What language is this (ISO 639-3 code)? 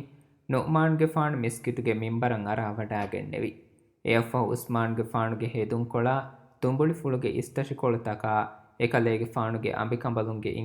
div